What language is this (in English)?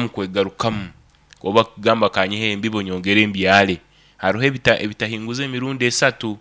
Nyoro